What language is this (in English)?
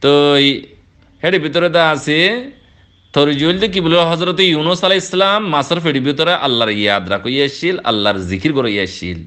Rohingya